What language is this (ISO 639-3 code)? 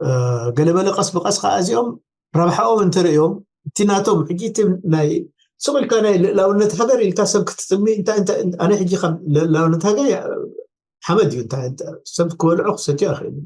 tir